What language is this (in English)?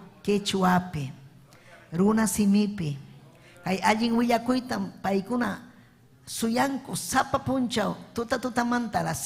Ayacucho Quechua